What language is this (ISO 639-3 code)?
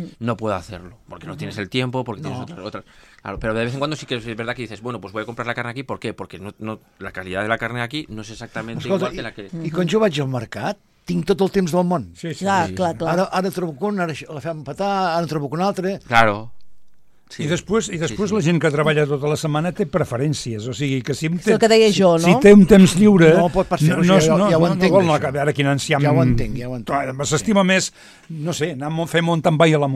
cat